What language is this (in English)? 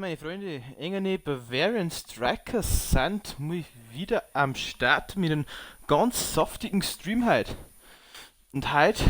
Bavarian